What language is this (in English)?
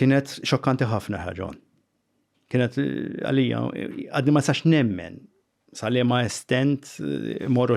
Maltese